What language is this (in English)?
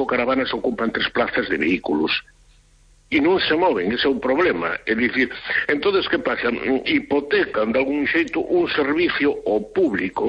Galician